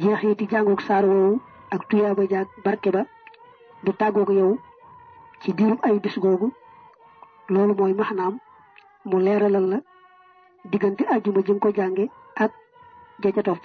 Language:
Wolof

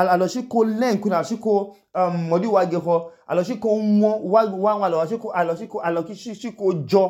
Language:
Idoma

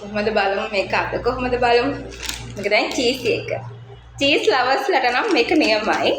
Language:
Sinhala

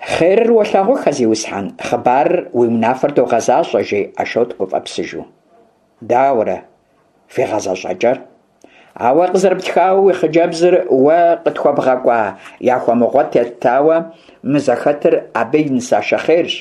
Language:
Kabardian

